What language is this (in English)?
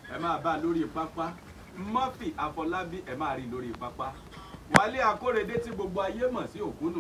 Yoruba